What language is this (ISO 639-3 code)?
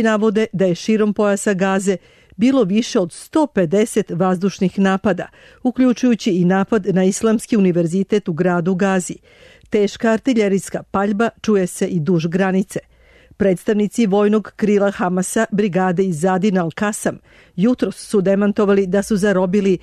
srp